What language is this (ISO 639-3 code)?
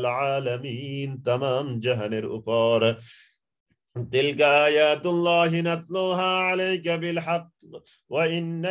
ben